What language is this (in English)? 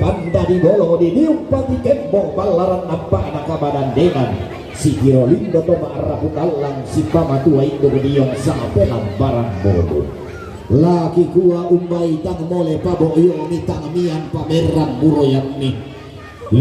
Toraja-Sa'dan